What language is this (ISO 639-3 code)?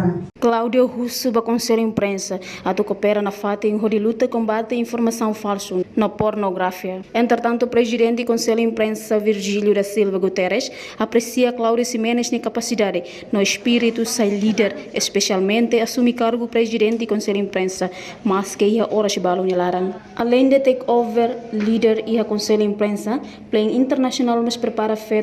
tet